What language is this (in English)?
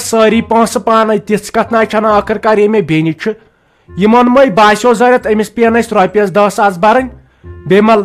Kashmiri